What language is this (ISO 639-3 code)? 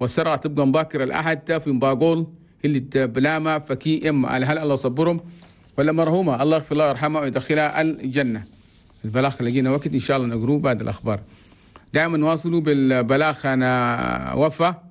shu